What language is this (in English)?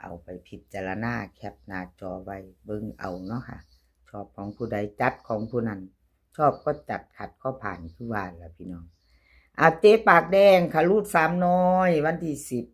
Northeastern Thai